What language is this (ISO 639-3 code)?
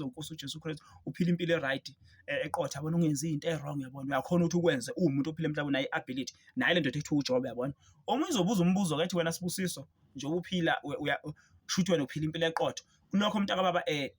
zul